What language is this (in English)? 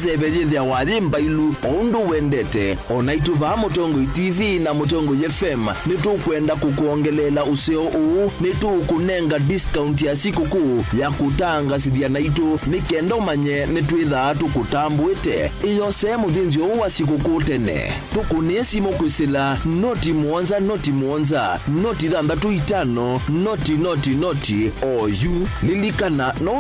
Kamba